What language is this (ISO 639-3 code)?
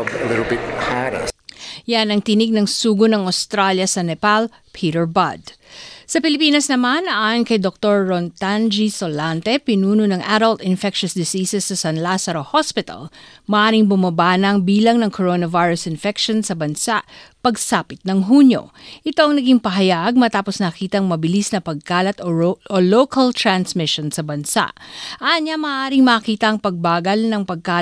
fil